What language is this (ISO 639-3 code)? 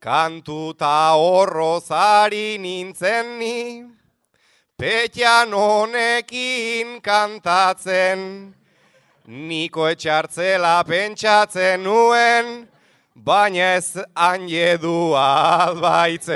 eus